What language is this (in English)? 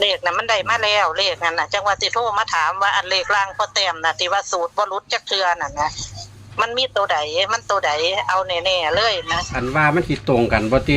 Northeastern Thai